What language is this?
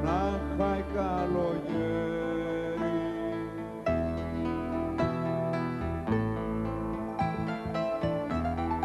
Greek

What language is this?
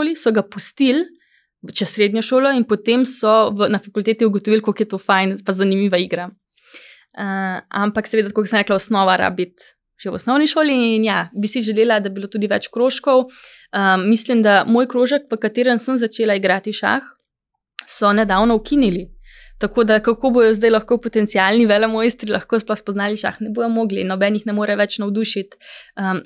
Slovenian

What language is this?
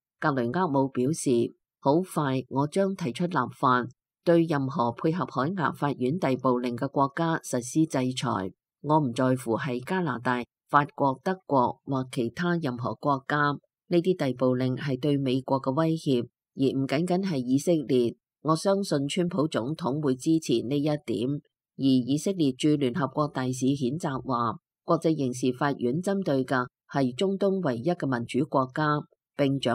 Cantonese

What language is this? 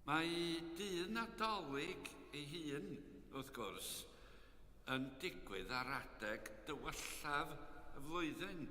Welsh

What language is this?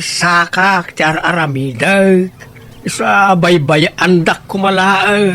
Iloko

